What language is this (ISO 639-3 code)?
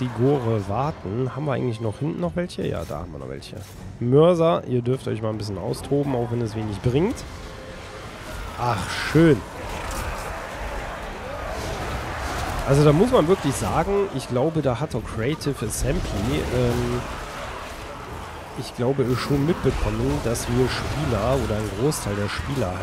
deu